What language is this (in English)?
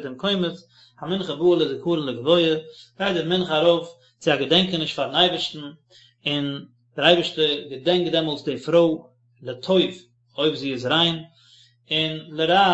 Yiddish